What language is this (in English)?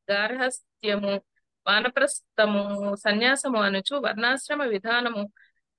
Telugu